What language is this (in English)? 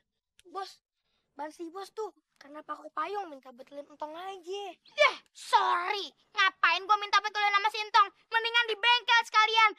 Betawi